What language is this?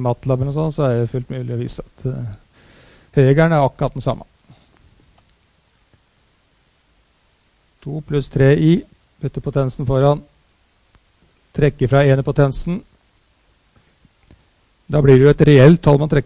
Norwegian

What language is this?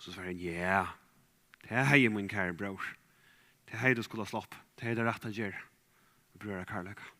Faroese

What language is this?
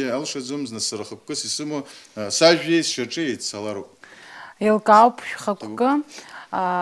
Abkhazian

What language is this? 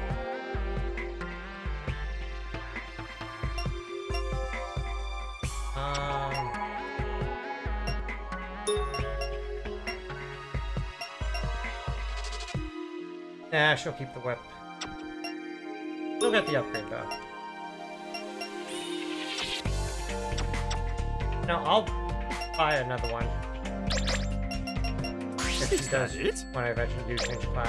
English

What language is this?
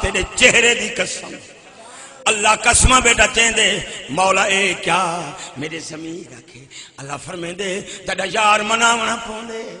Saraiki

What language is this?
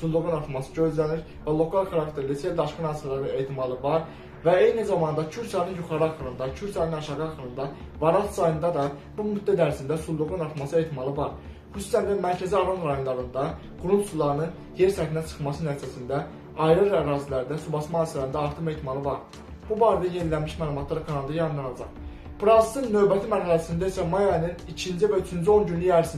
Azerbaijani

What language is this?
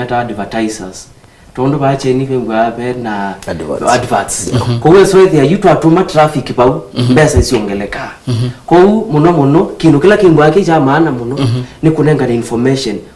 Kamba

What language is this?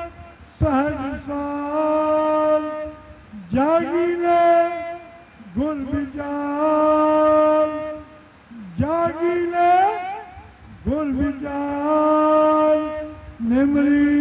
Punjabi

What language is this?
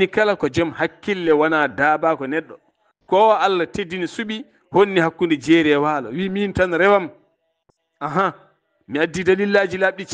Fula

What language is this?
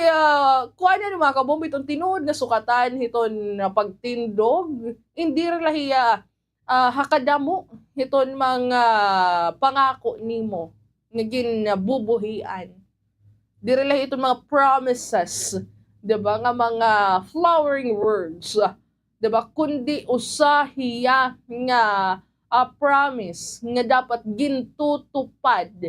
Waray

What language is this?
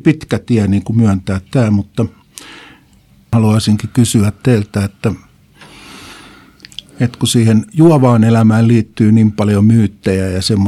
Finnish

